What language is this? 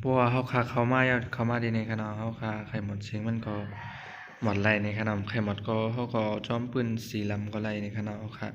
Shan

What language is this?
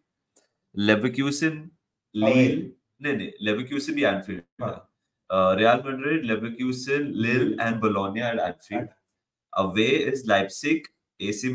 Hindi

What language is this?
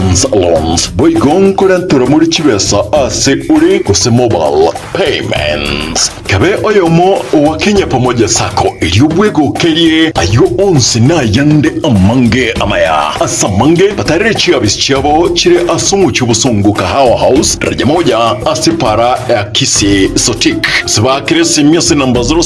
Gusii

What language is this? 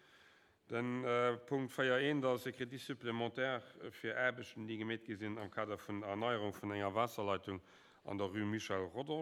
Luxembourgish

